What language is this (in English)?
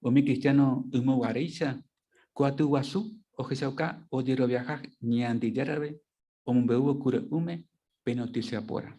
Guarani